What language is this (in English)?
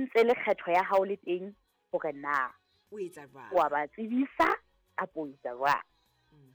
Southern Sotho